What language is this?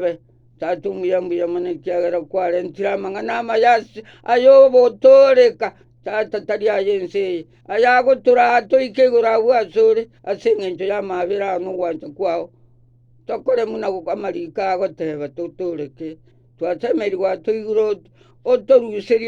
Gusii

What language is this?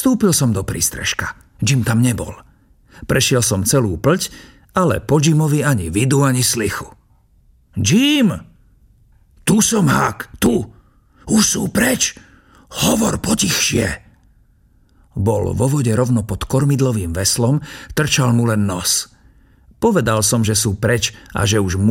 Slovak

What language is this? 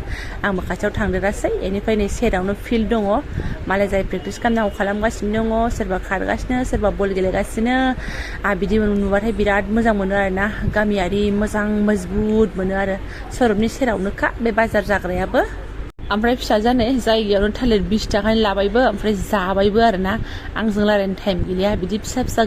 Bodo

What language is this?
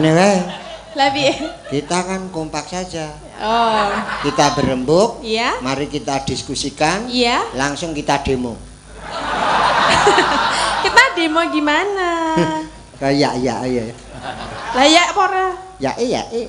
Javanese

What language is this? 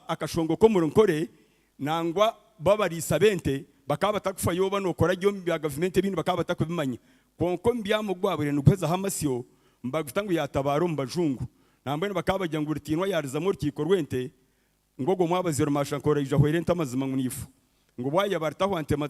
Nyankole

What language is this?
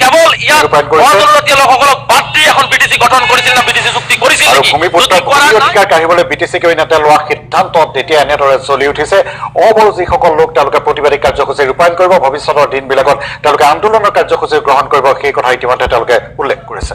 Assamese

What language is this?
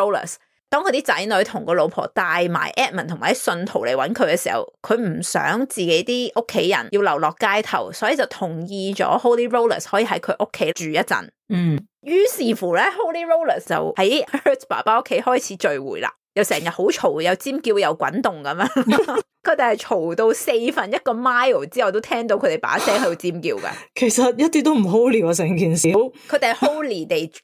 Cantonese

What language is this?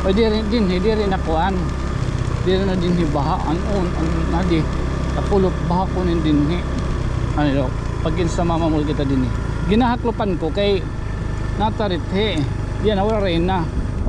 Waray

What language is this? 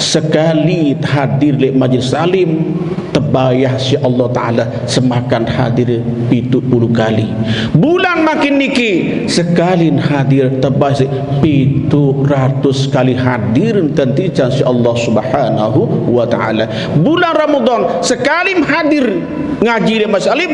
Sasak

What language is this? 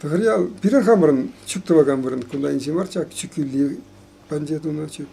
Chuvash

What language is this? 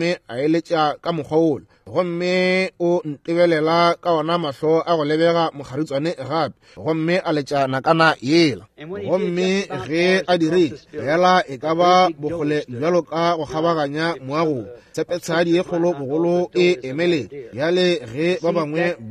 Northern Sotho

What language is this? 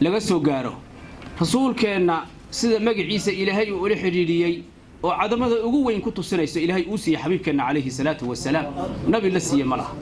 Somali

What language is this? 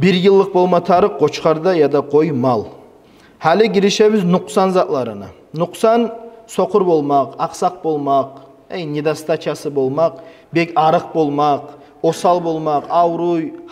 Kumyk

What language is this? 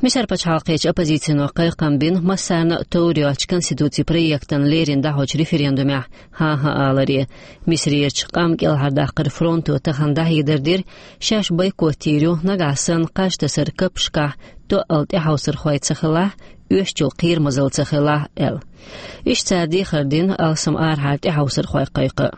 Chechen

